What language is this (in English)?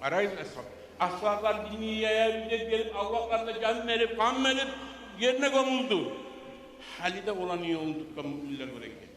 Kumyk